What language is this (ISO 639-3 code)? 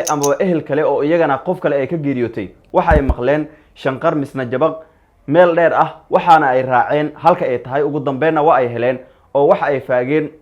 som